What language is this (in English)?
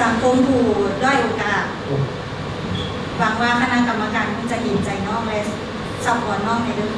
Lao